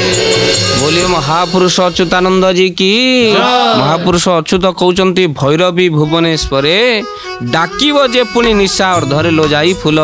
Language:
Odia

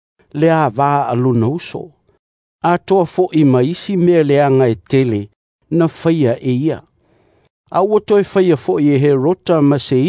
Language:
Samoan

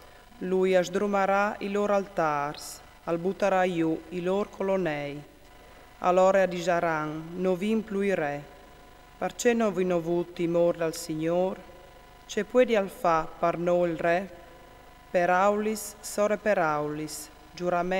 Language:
Friulian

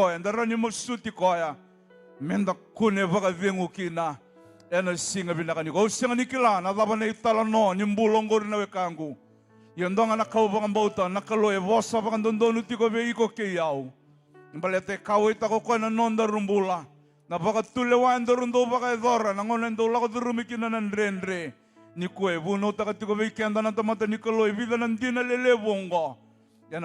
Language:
Fijian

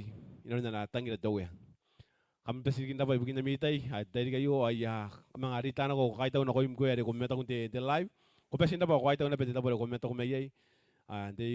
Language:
Gilbertese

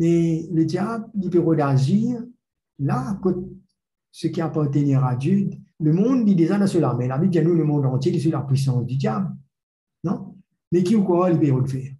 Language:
Morisyen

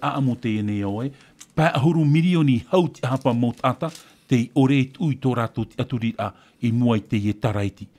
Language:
Tahitian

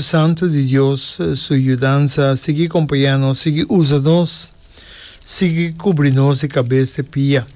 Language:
Papiamento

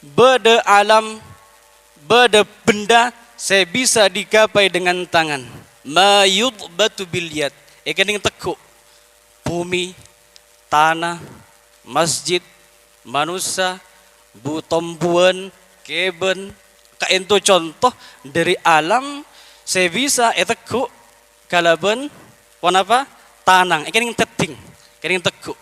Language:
Madurese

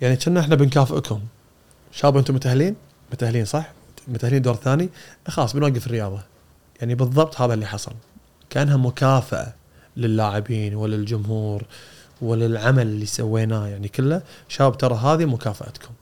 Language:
Gulf Arabic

